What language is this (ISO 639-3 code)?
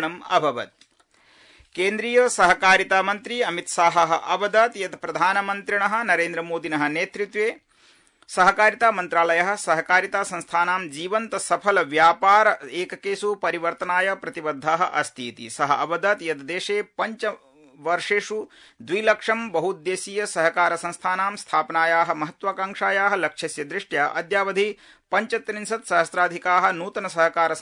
san